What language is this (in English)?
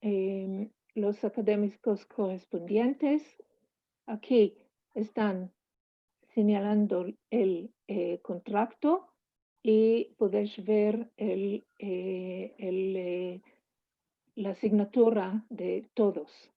Ladino